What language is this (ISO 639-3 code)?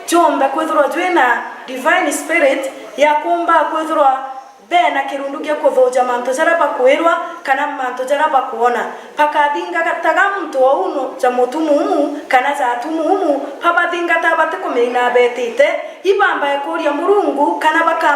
mer